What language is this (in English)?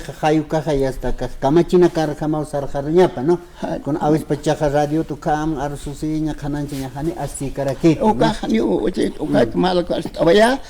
Aymara